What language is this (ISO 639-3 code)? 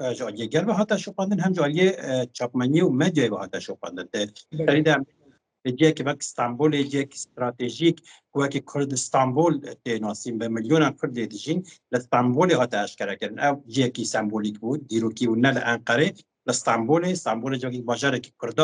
kur